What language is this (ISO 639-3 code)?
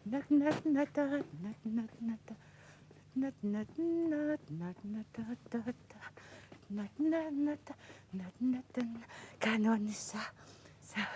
kal